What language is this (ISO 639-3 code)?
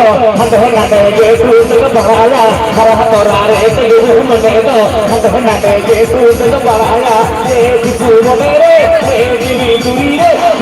sat